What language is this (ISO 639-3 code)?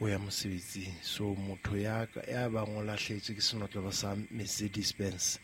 sot